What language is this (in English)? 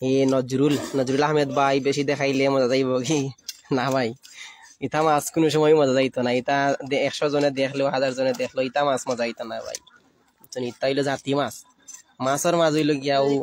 Sylheti